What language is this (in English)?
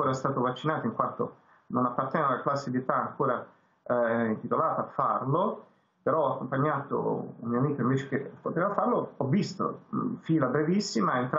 Italian